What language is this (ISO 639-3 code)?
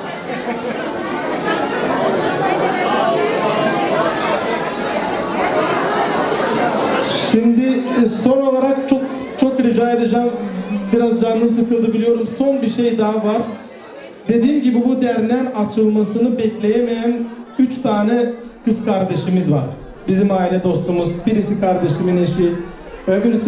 tur